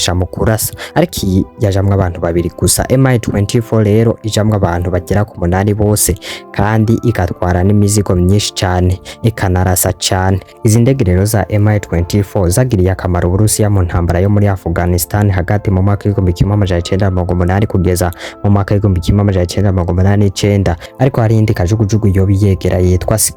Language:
Rundi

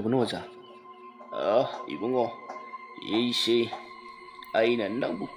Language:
Manipuri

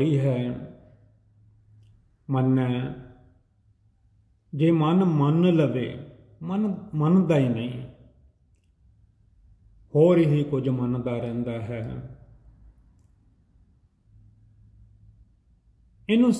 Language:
Punjabi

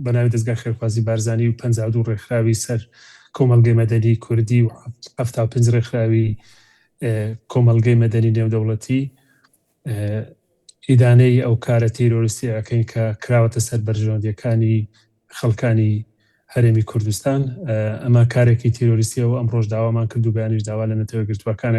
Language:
Central Kurdish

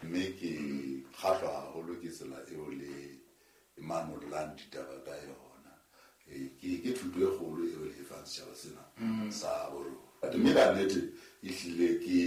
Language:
Southern Sotho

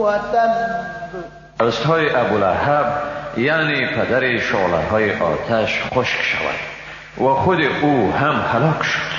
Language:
Persian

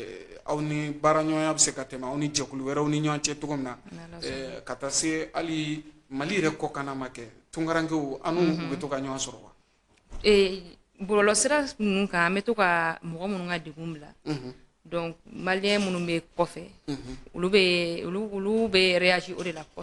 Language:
Bambara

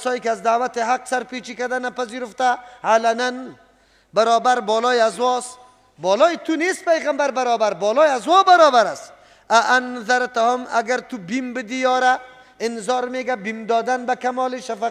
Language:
Persian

